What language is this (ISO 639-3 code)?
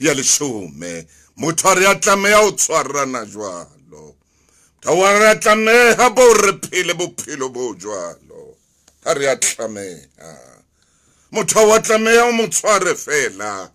sot